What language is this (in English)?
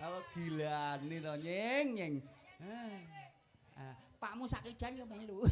Javanese